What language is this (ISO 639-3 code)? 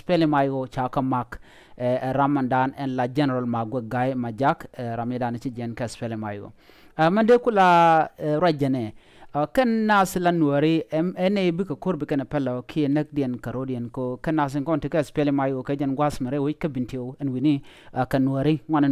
nus